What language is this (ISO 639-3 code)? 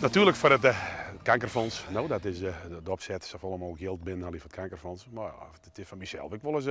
fry